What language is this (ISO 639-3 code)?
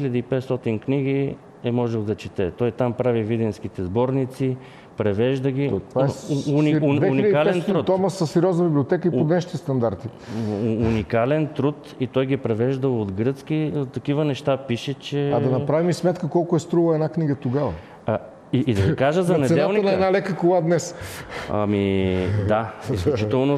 bul